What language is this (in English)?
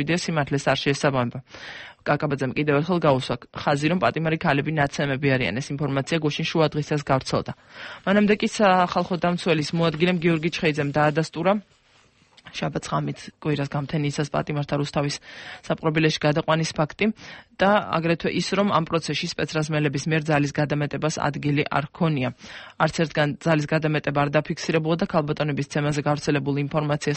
Georgian